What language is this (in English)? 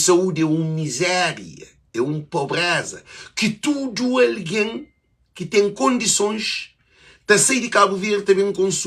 Kabuverdianu